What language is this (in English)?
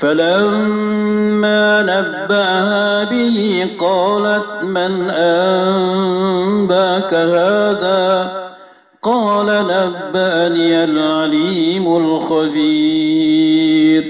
Maranao